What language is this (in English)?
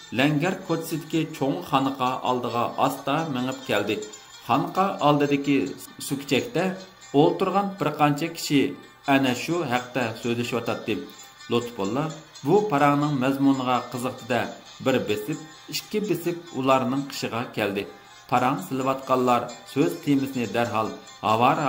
Uyghur